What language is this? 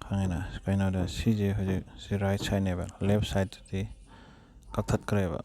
Manipuri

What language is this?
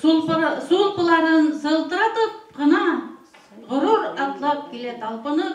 Bashkir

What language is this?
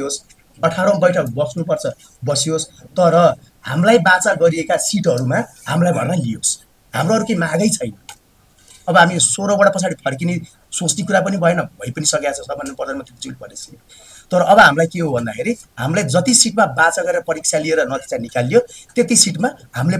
Nepali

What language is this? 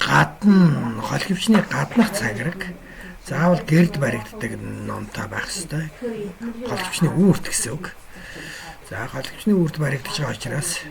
Mongolian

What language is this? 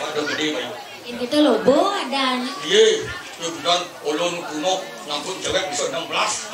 Balinese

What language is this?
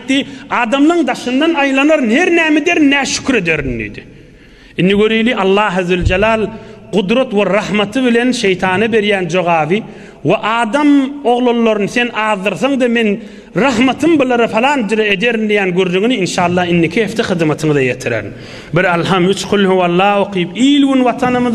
Turkmen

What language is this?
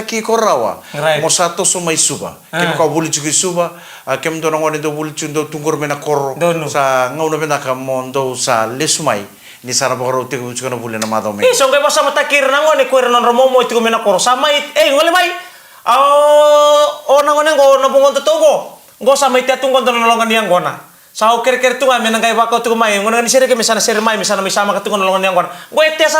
Fijian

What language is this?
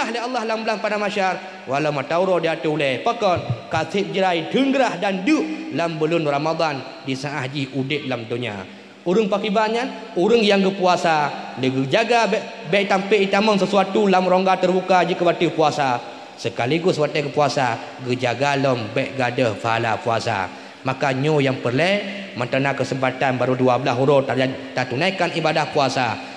Achinese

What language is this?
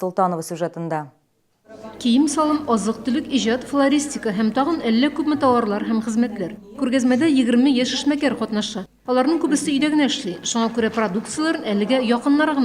Tatar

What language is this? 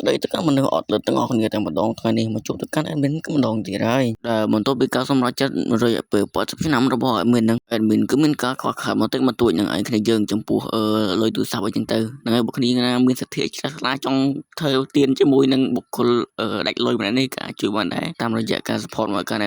Khmer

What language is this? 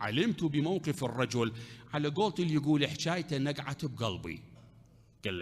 Mesopotamian Arabic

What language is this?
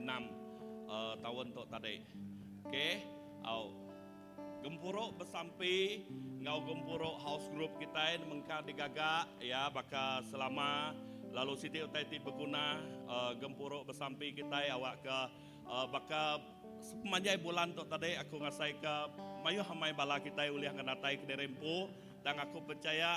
Iban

